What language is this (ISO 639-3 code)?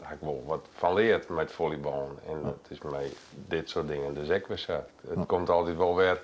fry